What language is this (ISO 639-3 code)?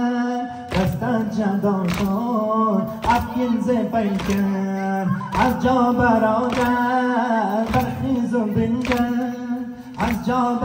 fas